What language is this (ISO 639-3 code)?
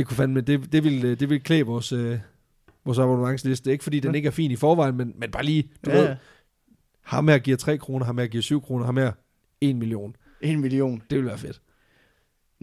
dan